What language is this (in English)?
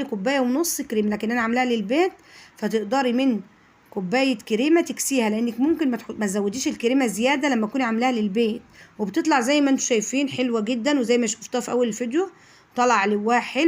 Egyptian Arabic